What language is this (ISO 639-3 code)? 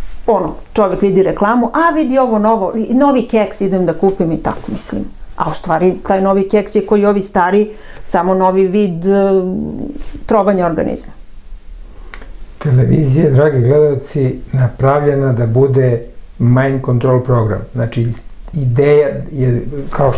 srp